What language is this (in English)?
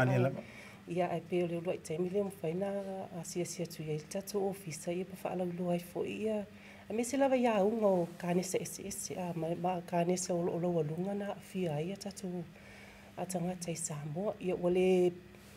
Samoan